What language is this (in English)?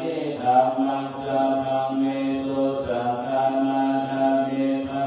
Pali